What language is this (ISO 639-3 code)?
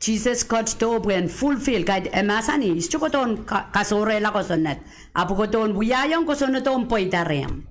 pon